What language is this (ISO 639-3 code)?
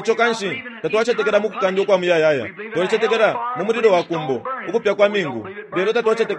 bem